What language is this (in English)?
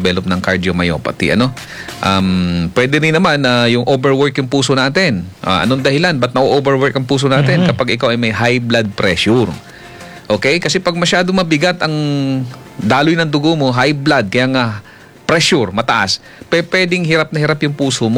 Filipino